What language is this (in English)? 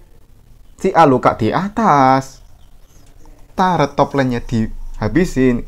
Indonesian